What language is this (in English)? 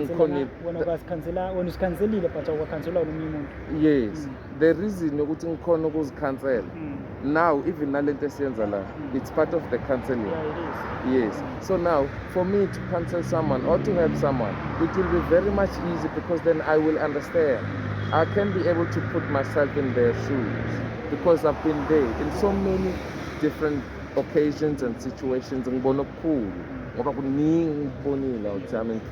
Zulu